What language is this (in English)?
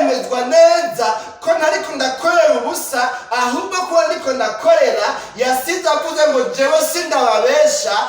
Rundi